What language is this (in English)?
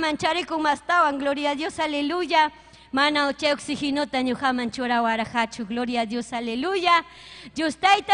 Ayacucho Quechua